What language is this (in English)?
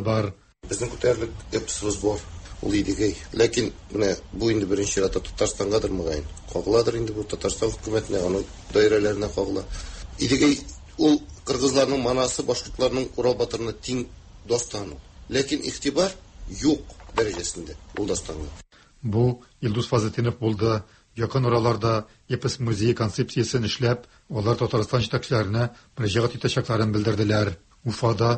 Tatar